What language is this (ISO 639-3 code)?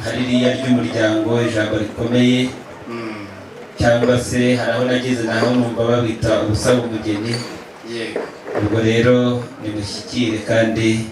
kin